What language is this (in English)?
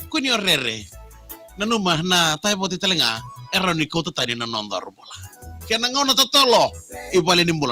Fijian